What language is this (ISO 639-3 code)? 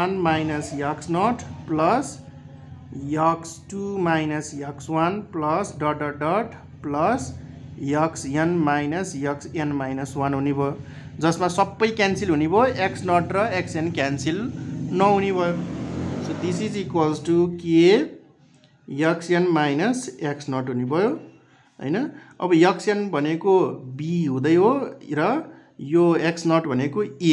nep